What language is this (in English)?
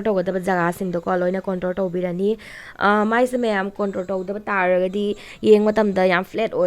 Manipuri